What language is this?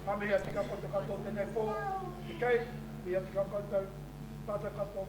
Māori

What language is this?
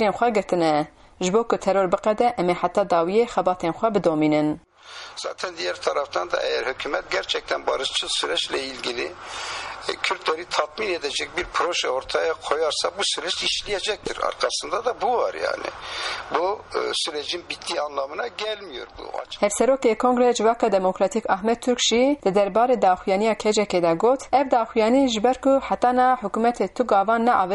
Kurdish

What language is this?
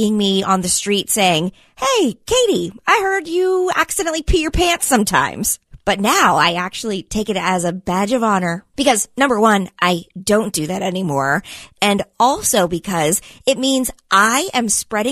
English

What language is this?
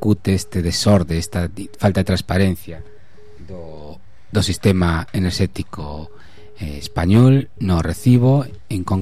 Galician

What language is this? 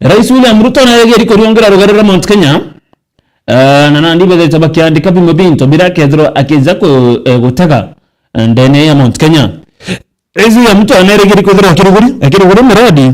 Meru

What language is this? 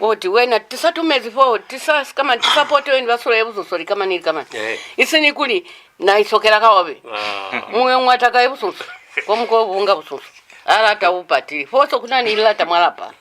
Lozi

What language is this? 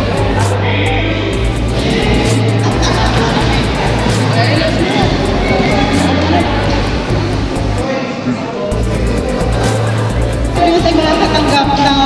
Filipino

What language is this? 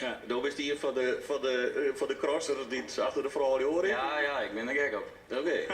Western Frisian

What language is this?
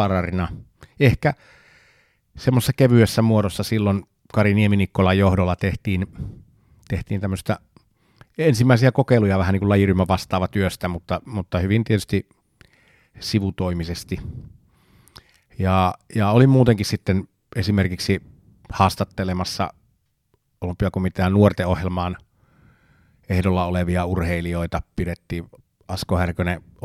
Finnish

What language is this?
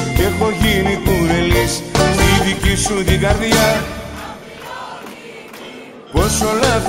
Greek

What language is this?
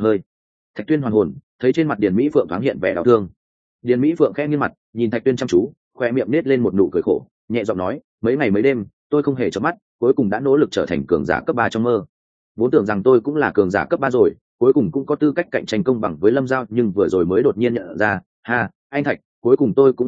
Vietnamese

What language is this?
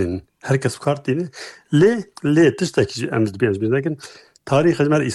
Kurdish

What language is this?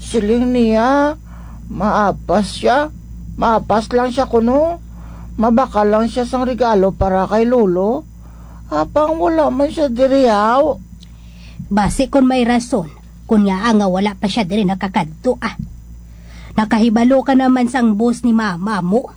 Hiligaynon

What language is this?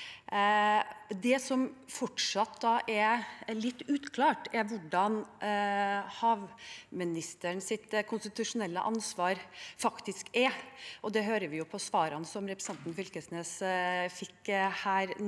Norwegian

